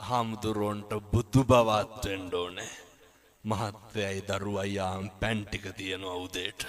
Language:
Sinhala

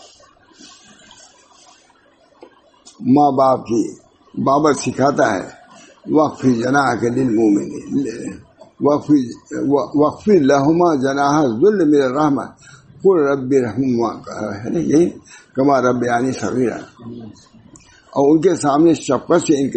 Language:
Urdu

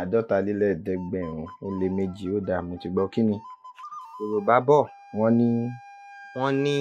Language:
Yoruba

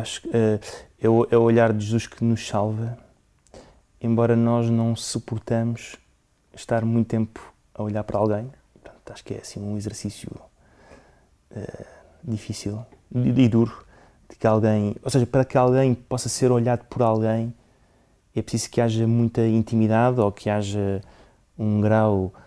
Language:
Portuguese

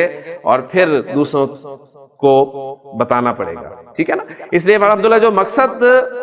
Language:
Urdu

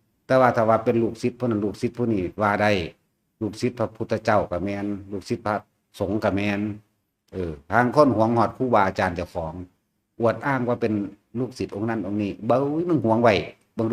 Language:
Lao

